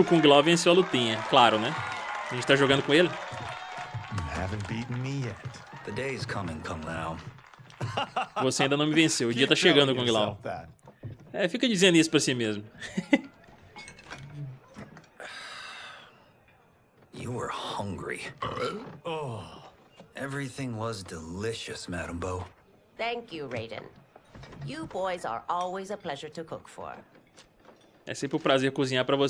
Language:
Portuguese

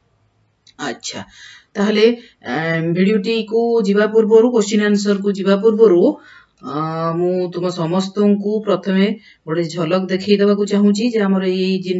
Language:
Odia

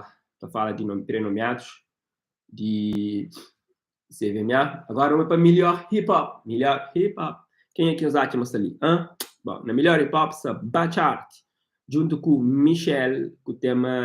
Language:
Kabuverdianu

